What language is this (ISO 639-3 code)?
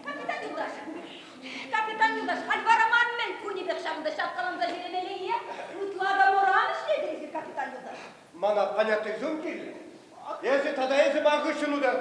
chv